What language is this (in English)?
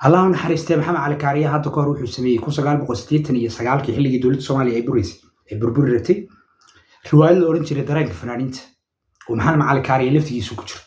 Somali